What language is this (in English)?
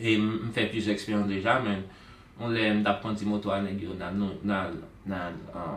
Haitian Creole